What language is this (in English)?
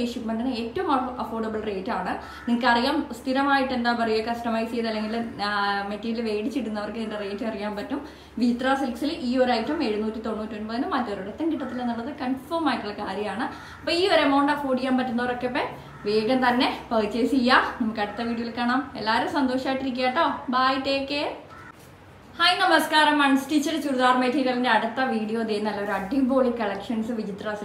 Malayalam